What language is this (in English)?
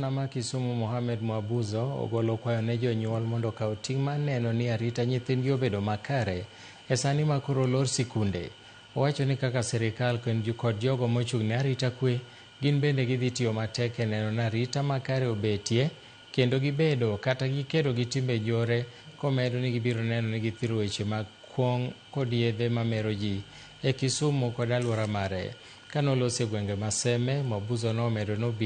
Luo (Kenya and Tanzania)